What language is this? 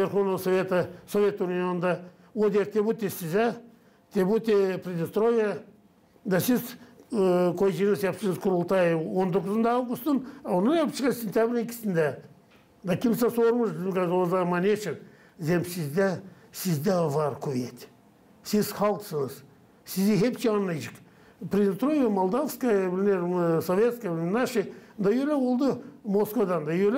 Gagauz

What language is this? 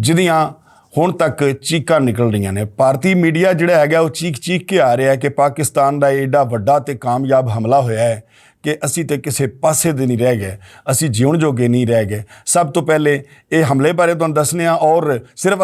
Western Panjabi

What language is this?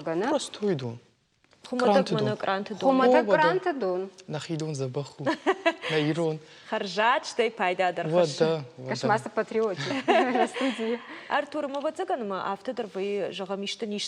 Ossetic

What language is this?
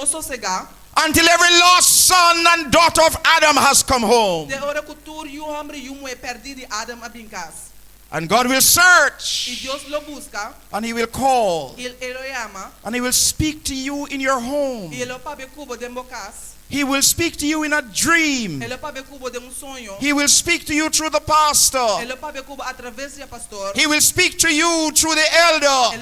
Papiamento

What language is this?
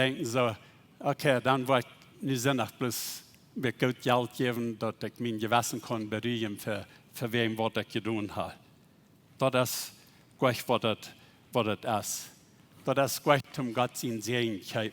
Plautdietsch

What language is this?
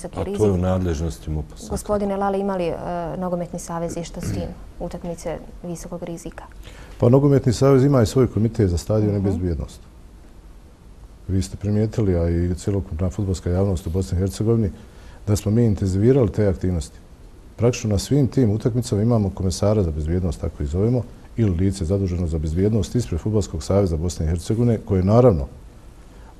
Bosnian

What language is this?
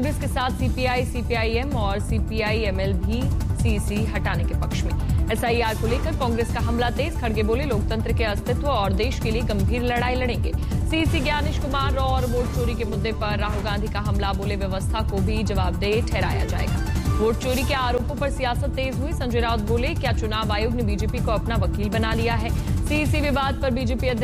Hindi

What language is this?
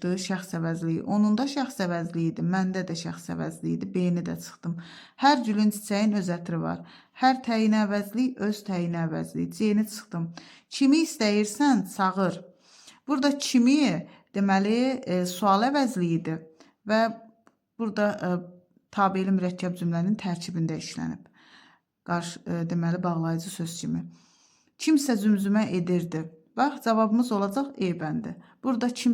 Azerbaijani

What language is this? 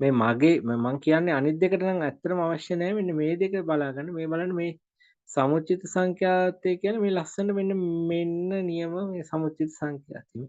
Sinhala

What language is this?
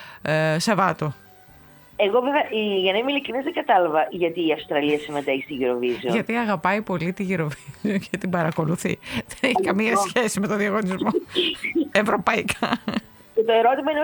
Greek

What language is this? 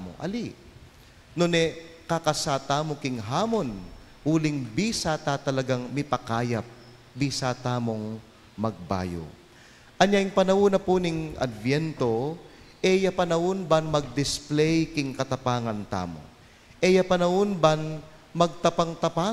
Pampanga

